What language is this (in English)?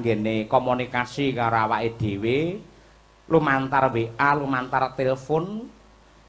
Javanese